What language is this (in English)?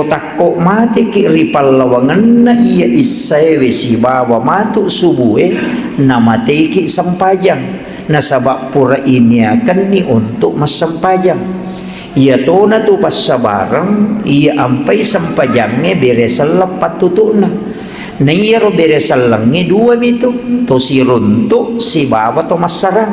Buginese